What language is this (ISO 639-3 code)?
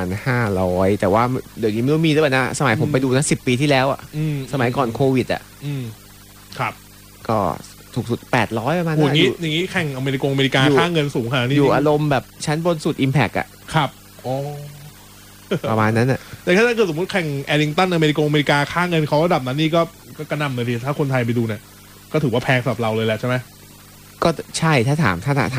tha